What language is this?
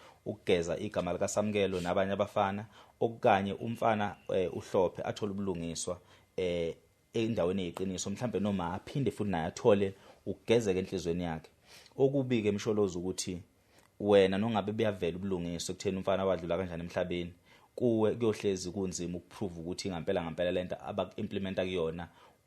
Zulu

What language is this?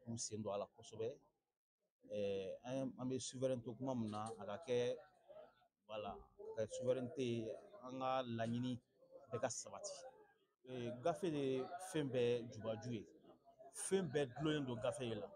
Bambara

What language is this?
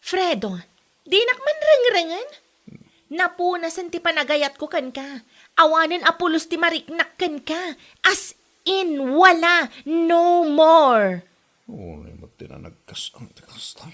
Iloko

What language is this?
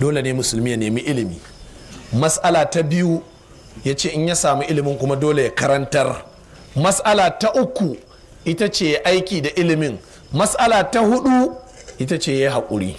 Hausa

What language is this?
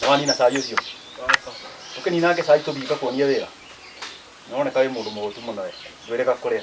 Kikuyu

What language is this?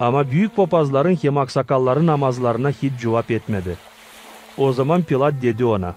Gagauz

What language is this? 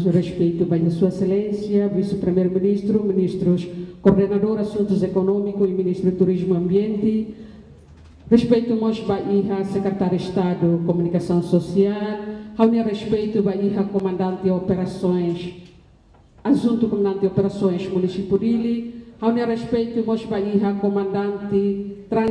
Tetum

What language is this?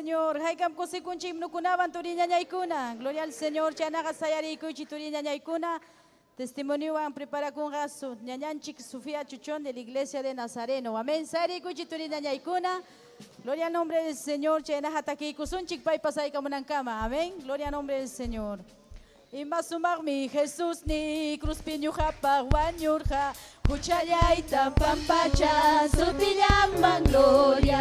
Ayacucho Quechua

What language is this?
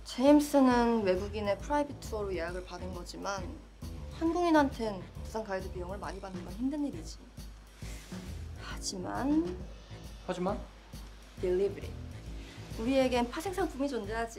Korean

